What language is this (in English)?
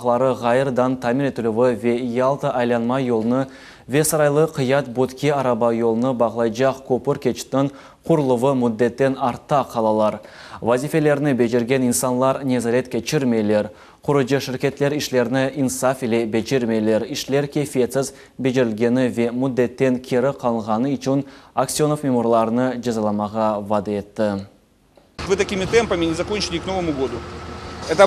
Crimean Tatar